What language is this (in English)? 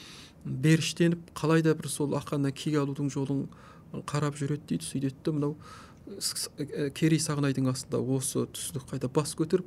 Kazakh